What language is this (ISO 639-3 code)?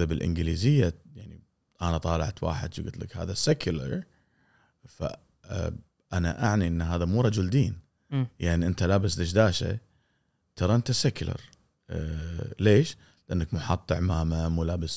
afb